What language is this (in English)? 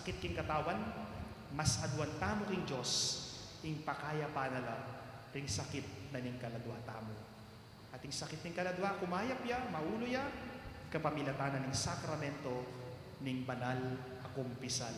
Pampanga